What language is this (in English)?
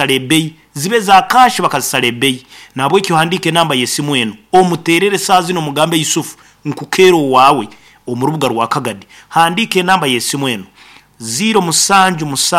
Nyankole